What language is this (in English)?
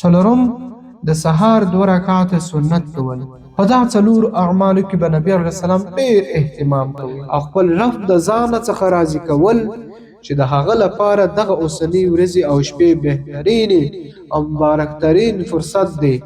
Pashto